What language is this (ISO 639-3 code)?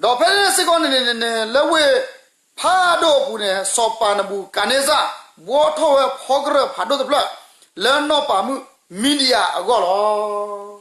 ksw